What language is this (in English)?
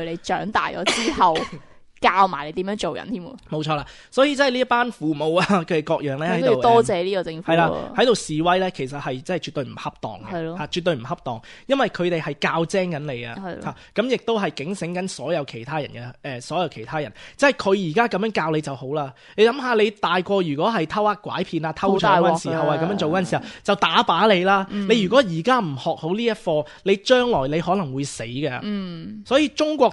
Cantonese